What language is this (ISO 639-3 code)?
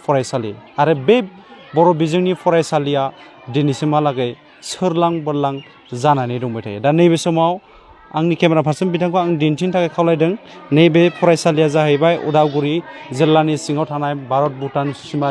brx